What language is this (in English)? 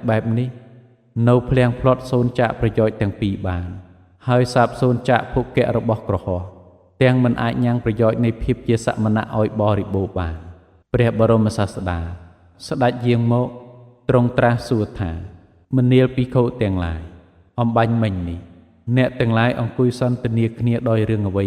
Khmer